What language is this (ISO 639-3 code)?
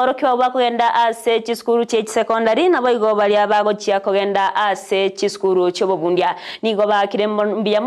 guz